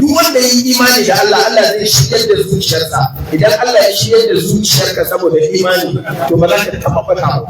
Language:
Hausa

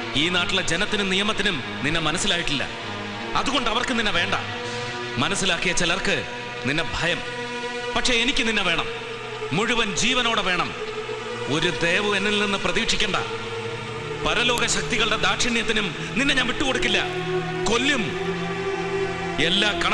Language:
Malayalam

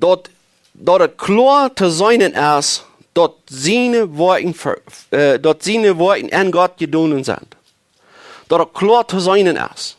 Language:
Plautdietsch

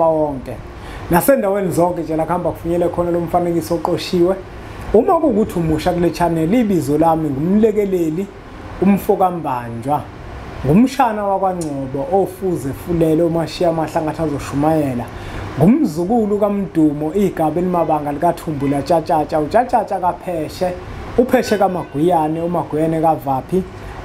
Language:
Zulu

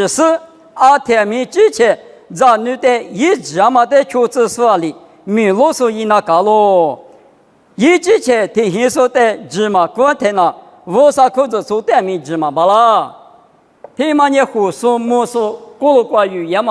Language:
Lisu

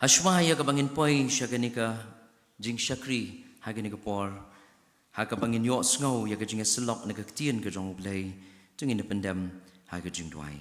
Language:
Khasi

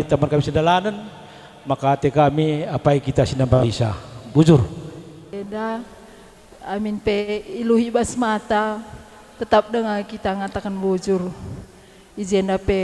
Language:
Batak Karo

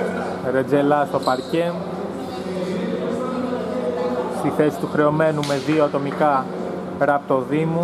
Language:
Greek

